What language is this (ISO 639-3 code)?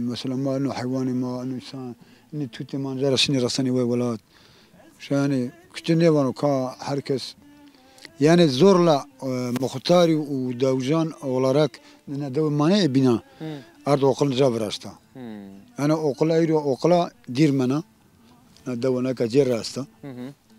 zza